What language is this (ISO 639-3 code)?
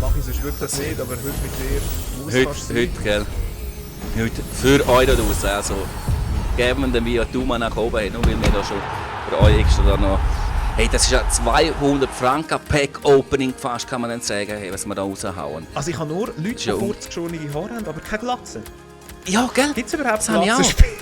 gsw